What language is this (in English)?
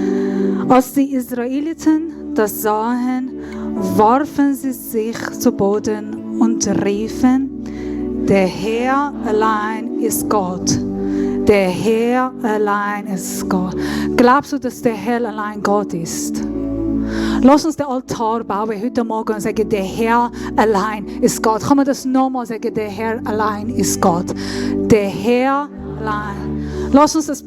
Swiss German